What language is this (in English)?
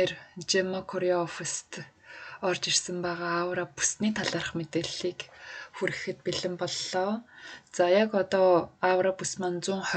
Mongolian